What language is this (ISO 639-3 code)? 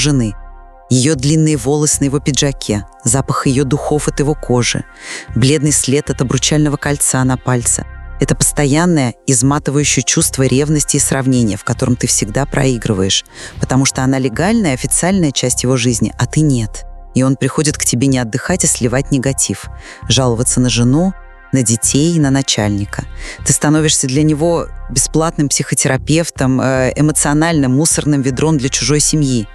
rus